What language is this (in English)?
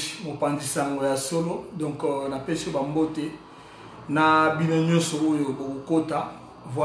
Lingala